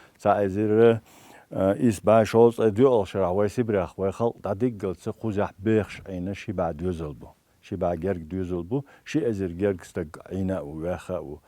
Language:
Chechen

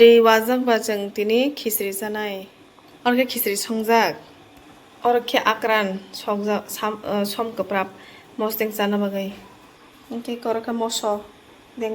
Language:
Kok Borok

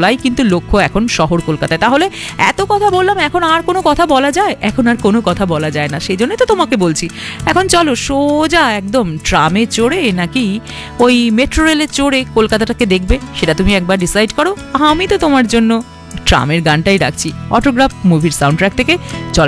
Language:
Bangla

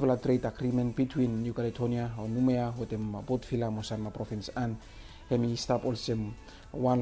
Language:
Bislama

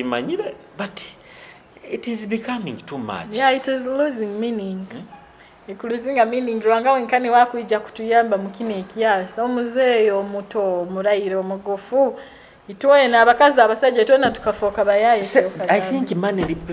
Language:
Nyoro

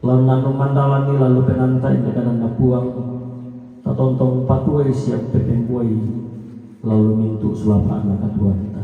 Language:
Toraja-Sa'dan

